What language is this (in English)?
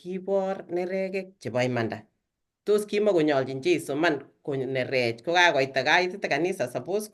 Kalenjin